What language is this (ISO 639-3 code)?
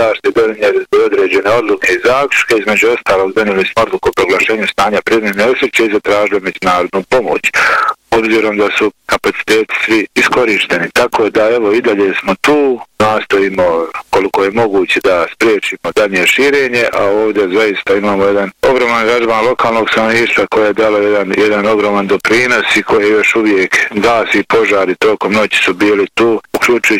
bos